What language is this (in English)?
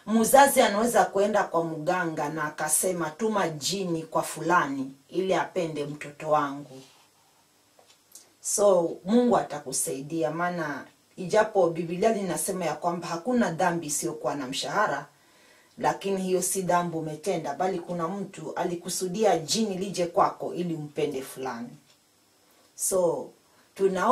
Swahili